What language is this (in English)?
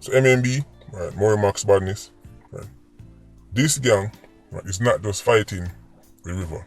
Jamaican Creole English